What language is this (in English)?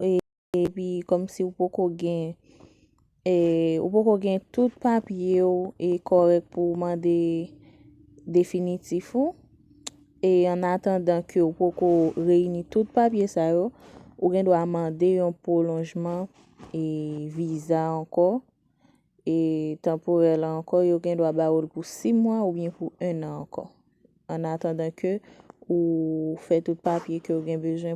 Haitian Creole